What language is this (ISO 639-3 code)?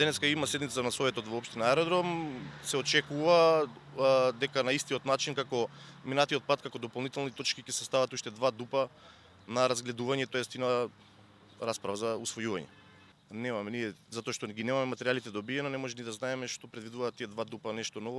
mkd